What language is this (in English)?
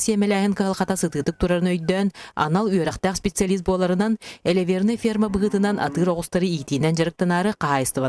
Yakut